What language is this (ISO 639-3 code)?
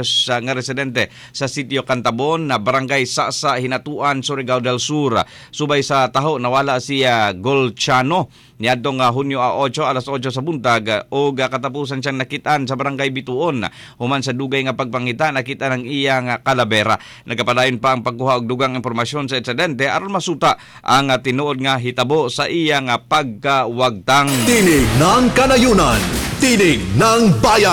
ceb